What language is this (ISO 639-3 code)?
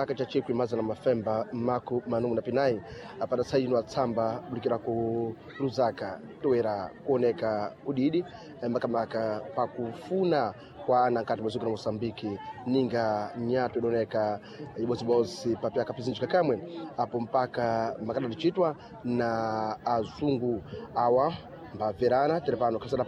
seh